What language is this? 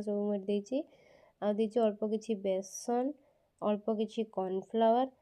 Odia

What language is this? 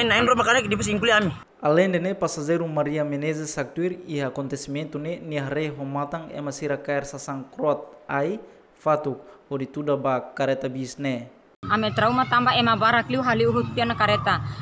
Tetum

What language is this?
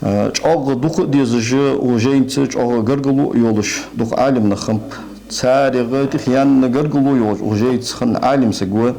Ingush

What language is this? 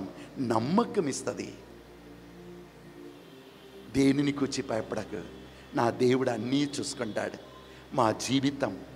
Telugu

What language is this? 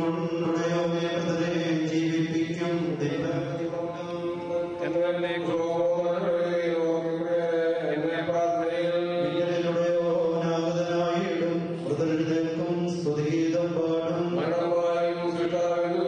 Malayalam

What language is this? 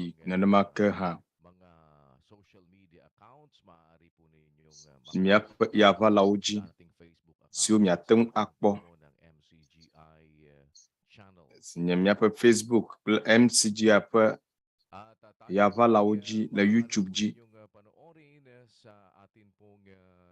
Ewe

